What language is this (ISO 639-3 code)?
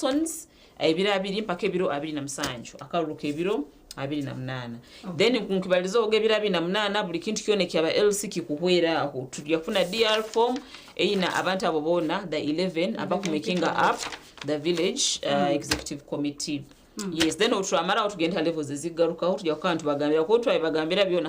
nyn